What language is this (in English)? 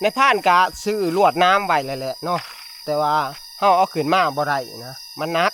Northeastern Thai